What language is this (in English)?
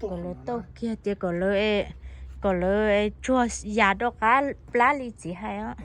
Hmong